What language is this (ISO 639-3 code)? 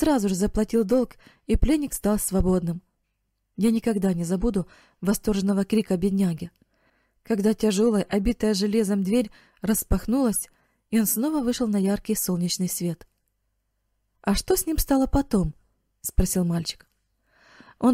rus